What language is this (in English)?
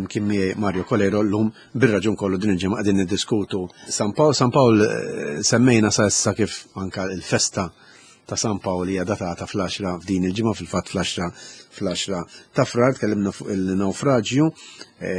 Maltese